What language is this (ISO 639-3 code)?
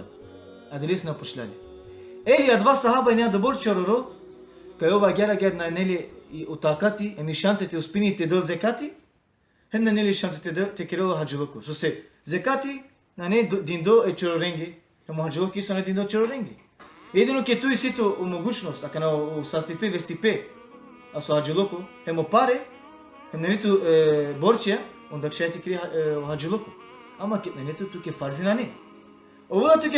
rmn